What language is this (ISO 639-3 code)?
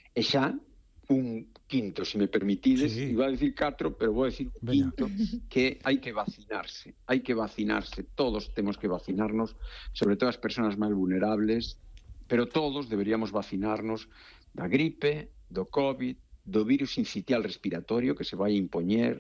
glg